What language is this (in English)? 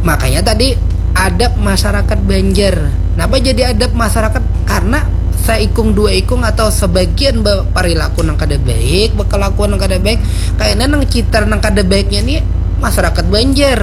Banjar